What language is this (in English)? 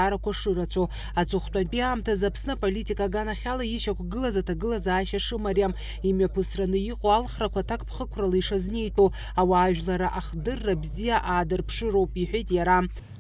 Abkhazian